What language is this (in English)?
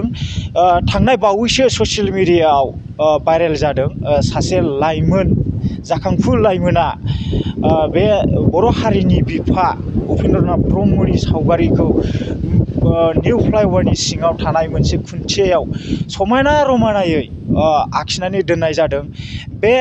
Bodo